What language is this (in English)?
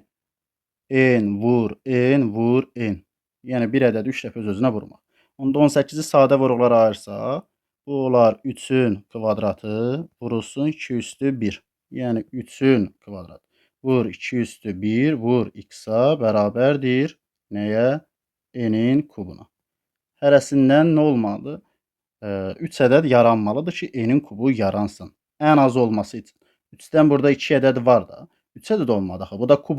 Azerbaijani